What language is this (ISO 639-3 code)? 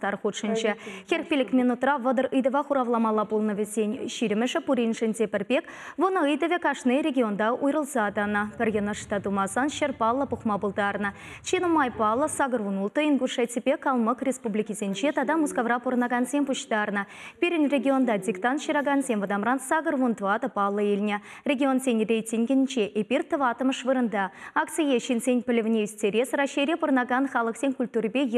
chv